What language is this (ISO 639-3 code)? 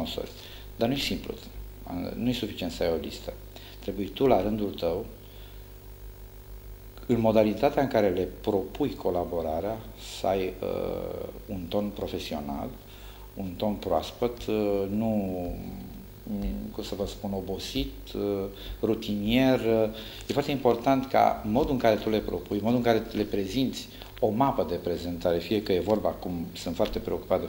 ron